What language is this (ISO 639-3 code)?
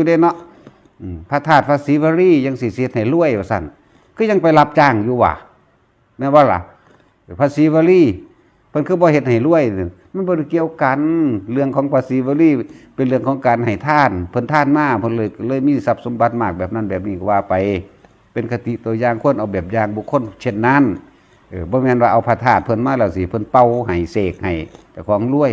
tts